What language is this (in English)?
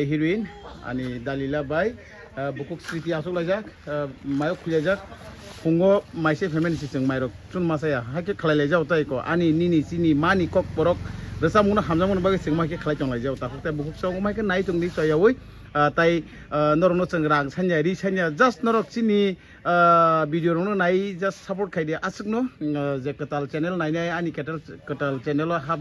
Kok Borok